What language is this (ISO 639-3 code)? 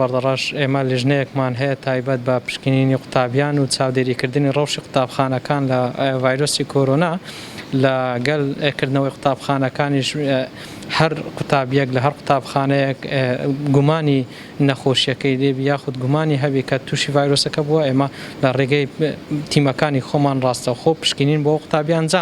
ckb